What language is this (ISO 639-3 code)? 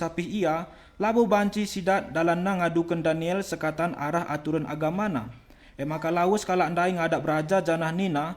btx